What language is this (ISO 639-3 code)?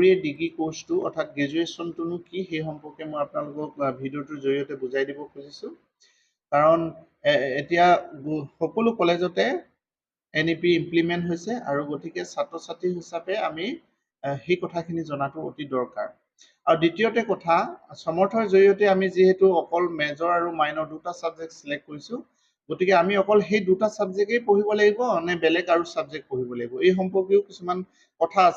asm